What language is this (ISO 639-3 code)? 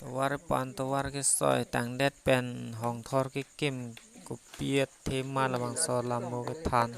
mjw